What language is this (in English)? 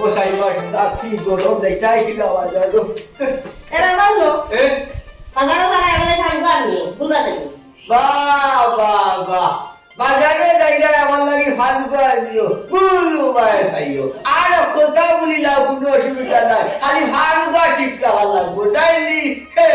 Sylheti